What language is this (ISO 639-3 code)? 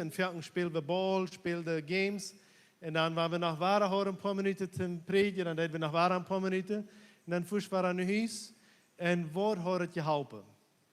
pdt